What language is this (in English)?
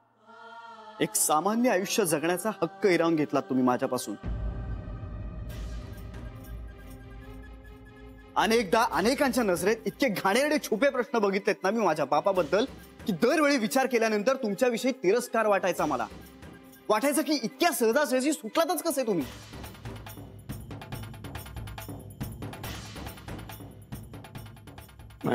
Marathi